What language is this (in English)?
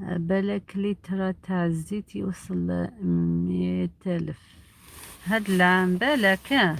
Algerian Arabic